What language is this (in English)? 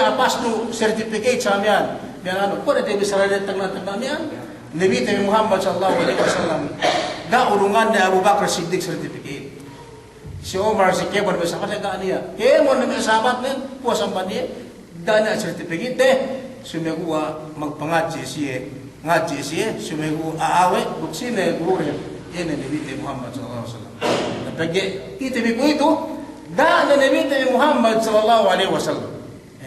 Yakan